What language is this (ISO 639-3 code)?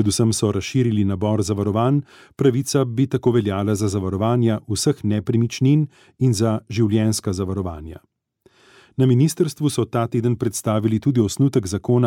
slv